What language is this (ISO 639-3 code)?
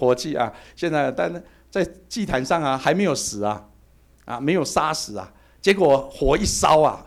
zho